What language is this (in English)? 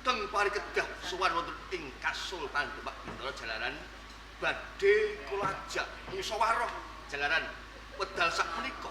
Javanese